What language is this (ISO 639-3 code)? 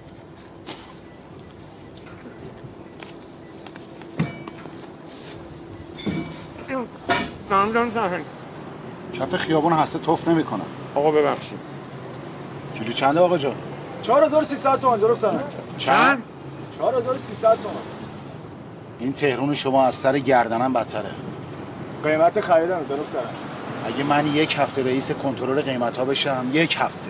fas